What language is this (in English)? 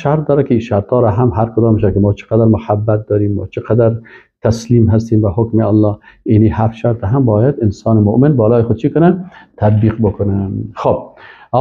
Persian